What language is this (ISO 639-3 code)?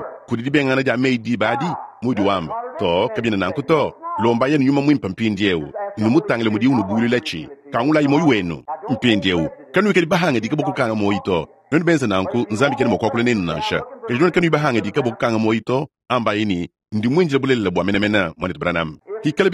lua